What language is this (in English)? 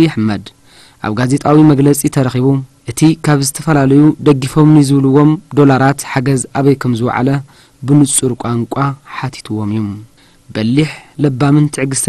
Tigrinya